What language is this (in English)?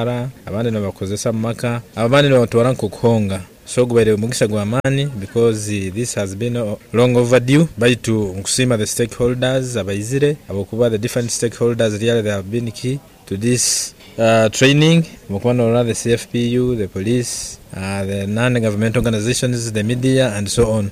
Nyoro